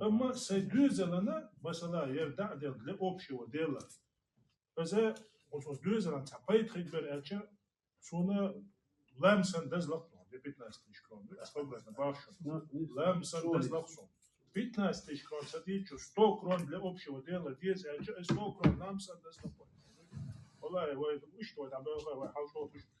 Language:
Chechen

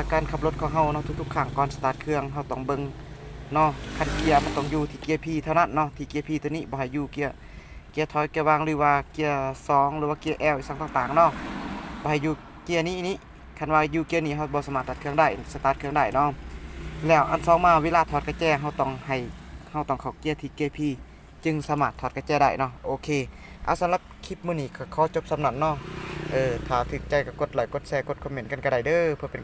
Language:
Lao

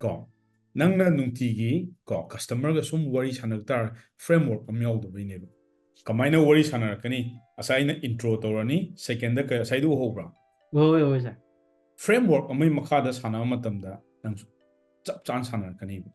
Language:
Manipuri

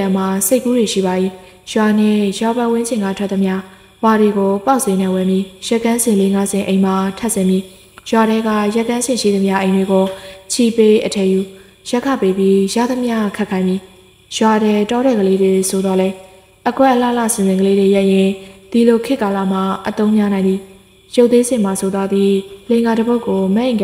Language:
Burmese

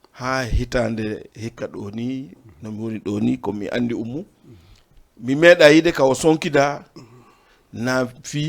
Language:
Fula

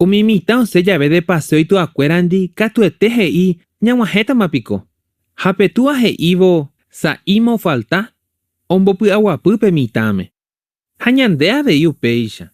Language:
Guarani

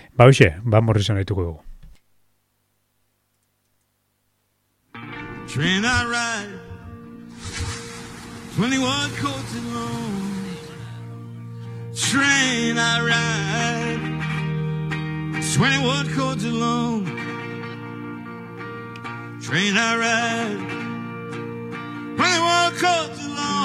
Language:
Basque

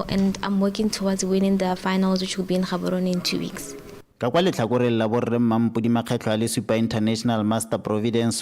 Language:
Tswana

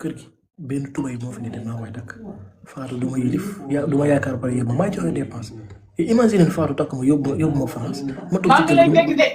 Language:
Wolof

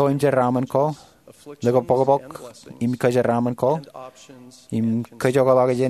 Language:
Marshallese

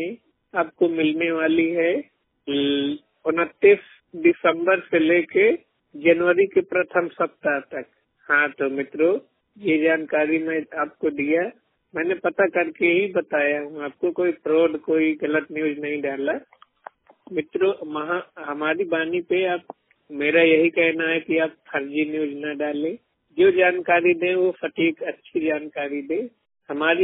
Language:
Hindi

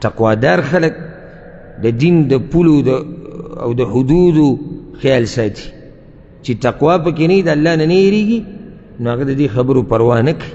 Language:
Pashto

